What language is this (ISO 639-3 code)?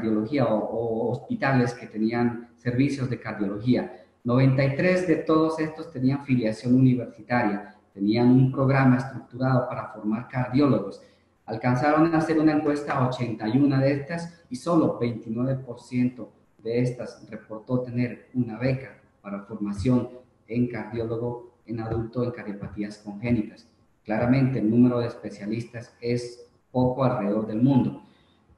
spa